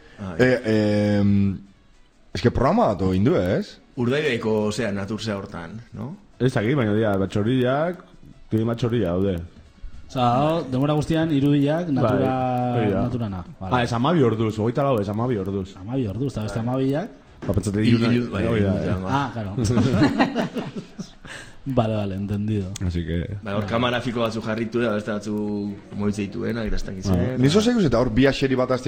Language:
Basque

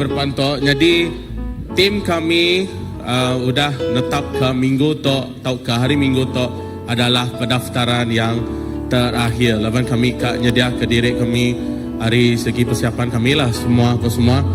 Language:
Iban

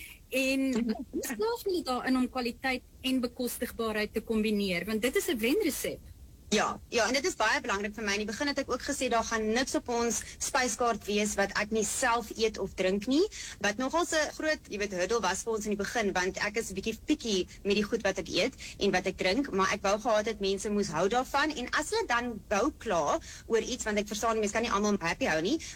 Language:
Afrikaans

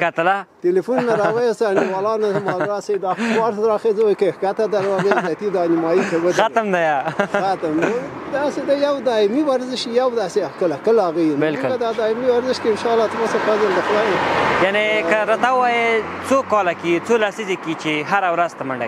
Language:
Pashto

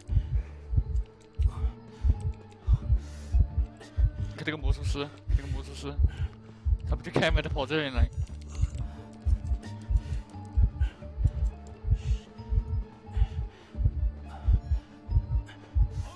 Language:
Chinese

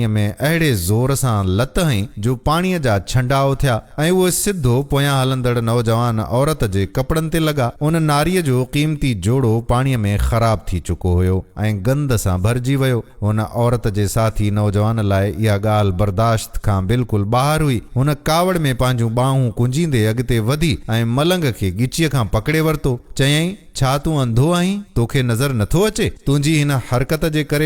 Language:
Sindhi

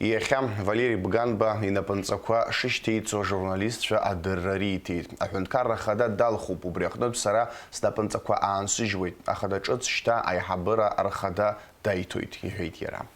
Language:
Abkhazian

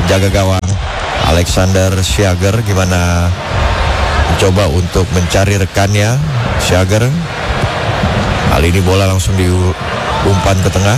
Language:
Indonesian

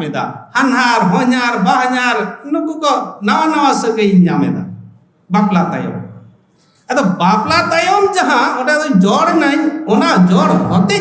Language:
Santali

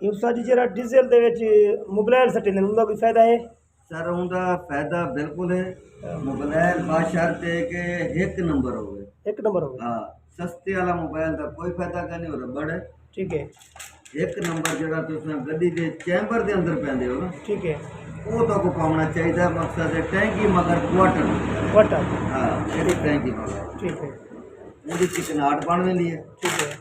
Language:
Saraiki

